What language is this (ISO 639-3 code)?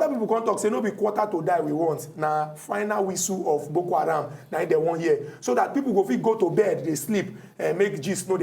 pcm